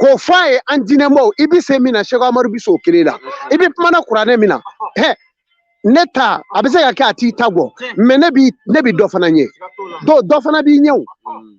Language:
Bambara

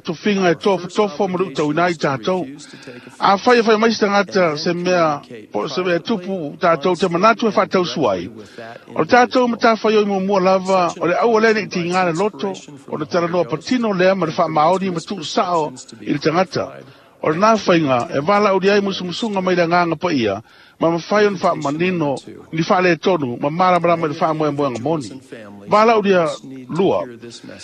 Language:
Samoan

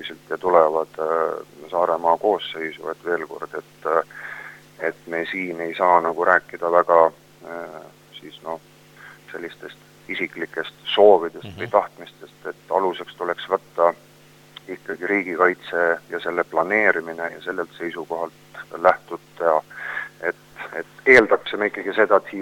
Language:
Estonian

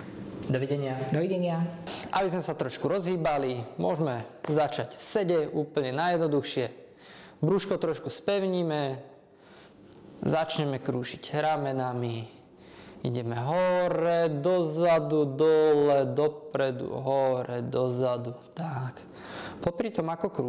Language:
Slovak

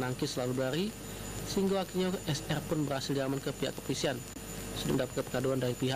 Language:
Musi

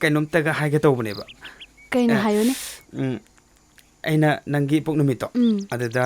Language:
Manipuri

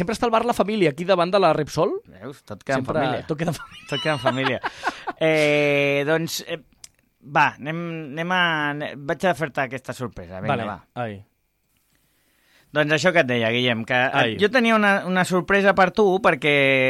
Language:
Catalan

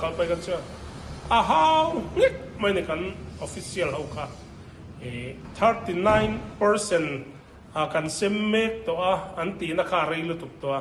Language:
Mizo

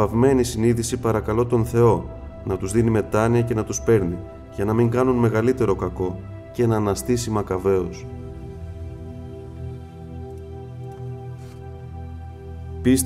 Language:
Greek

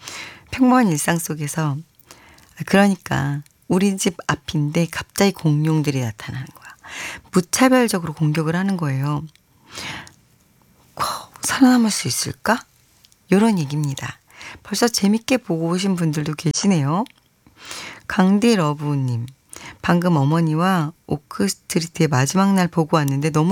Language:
Korean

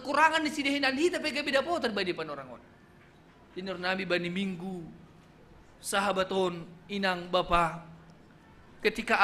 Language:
Batak Simalungun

